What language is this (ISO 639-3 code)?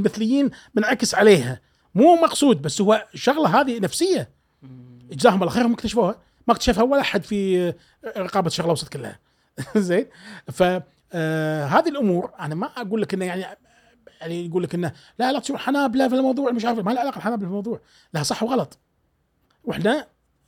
afb